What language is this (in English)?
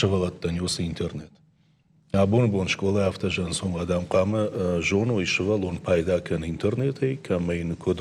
Ossetic